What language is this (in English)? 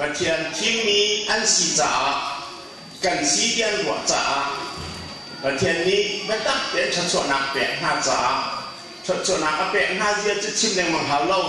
Hakha Chin